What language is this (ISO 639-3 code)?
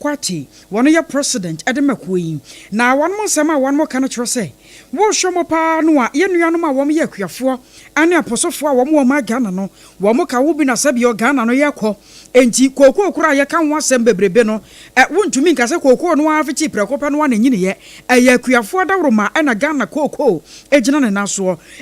aka